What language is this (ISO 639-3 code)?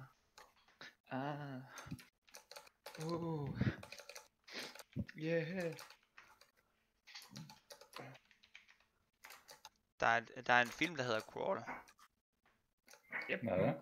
dan